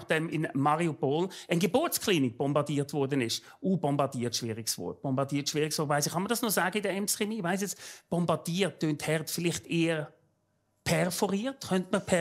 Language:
Swiss German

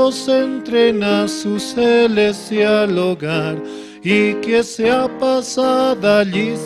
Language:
South Bolivian Quechua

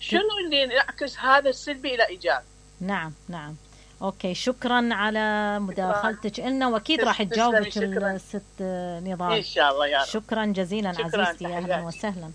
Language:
Mesopotamian Arabic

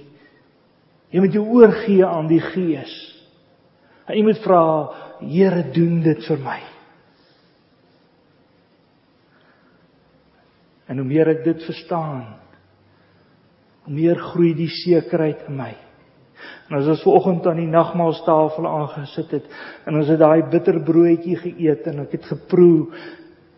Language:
Afrikaans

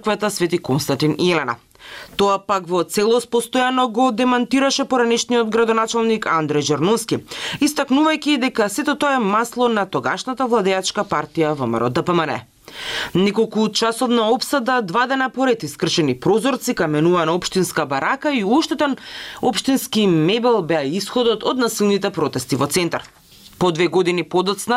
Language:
Macedonian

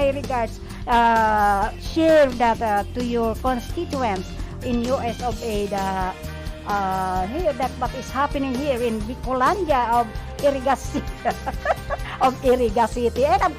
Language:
Bikol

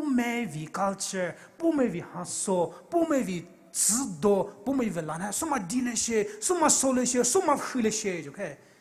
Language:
Poumei Naga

